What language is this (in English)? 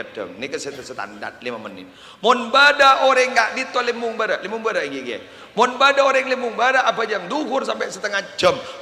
Madurese